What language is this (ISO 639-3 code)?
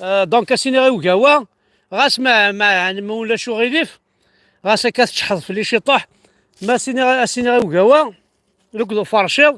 kab